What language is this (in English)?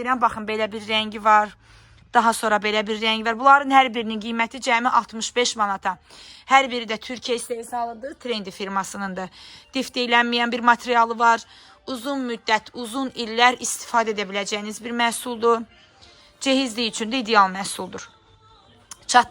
Azerbaijani